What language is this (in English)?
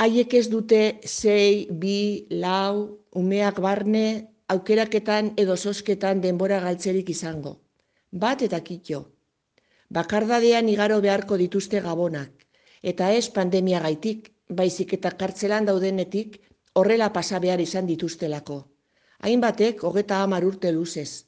Basque